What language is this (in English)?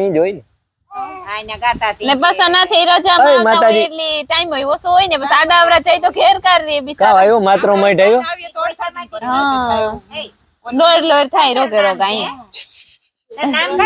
Gujarati